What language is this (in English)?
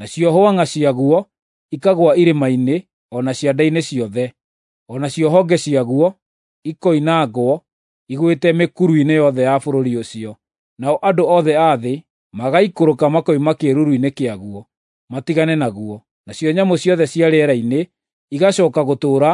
Kikuyu